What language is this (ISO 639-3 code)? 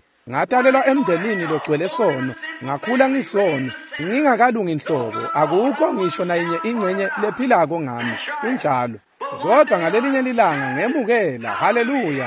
ssw